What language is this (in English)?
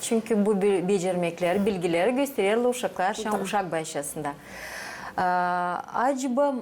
Gagauz